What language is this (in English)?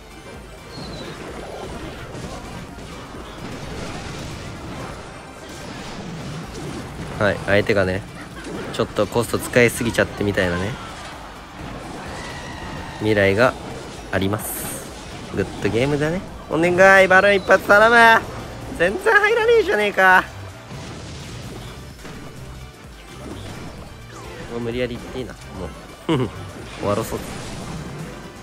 Japanese